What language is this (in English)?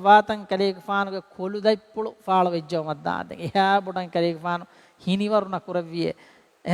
Divehi